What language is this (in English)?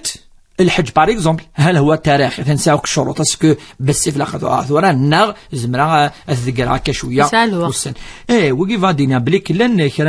Kabyle